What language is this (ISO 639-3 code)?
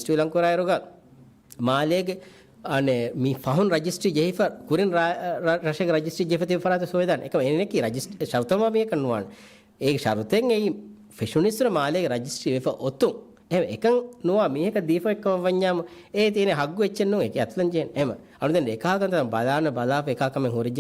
div